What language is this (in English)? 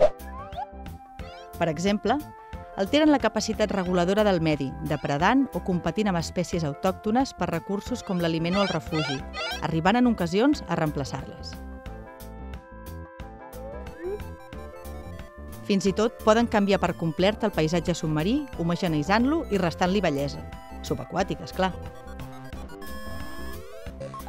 Catalan